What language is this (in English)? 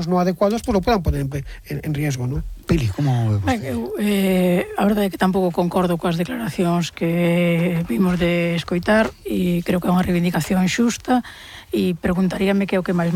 Galician